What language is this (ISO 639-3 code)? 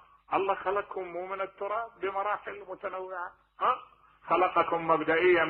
acm